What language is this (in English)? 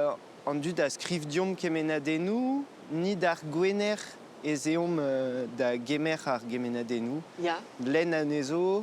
Breton